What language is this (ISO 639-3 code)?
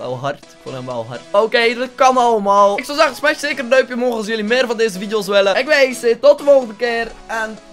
nld